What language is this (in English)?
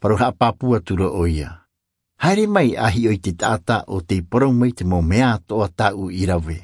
Tahitian